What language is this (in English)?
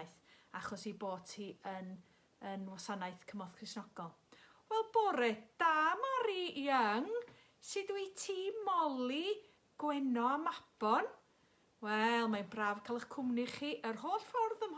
Welsh